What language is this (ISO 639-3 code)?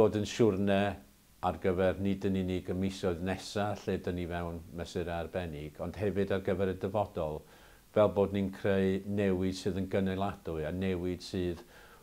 cym